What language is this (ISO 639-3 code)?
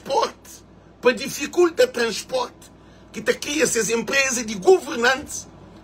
kea